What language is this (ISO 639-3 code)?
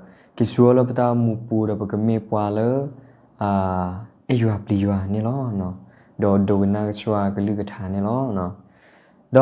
ksw